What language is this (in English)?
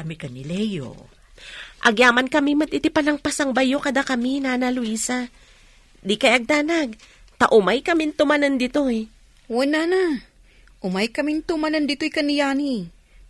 Iloko